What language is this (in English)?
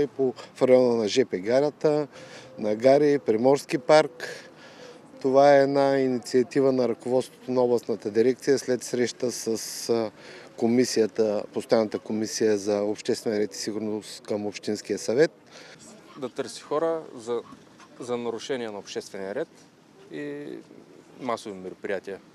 Bulgarian